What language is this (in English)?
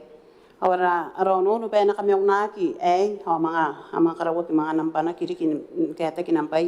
Gilbertese